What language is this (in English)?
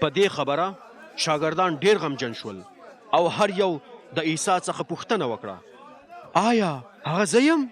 Pashto